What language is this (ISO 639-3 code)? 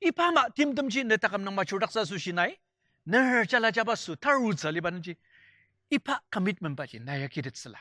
njo